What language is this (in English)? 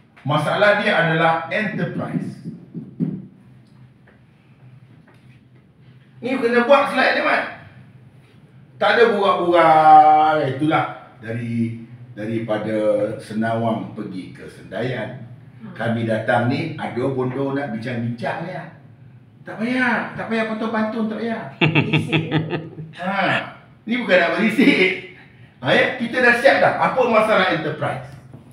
Malay